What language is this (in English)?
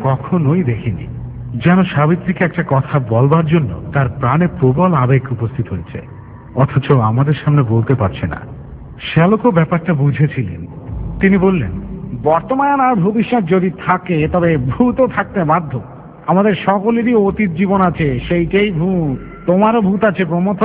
Bangla